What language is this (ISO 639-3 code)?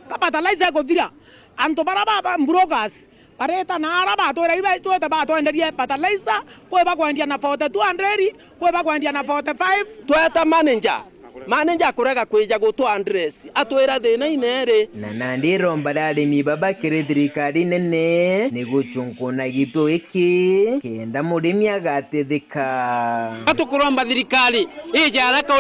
mer